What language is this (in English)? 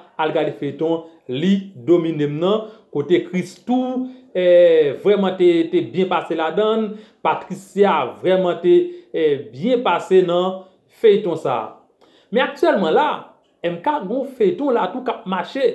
Haitian Creole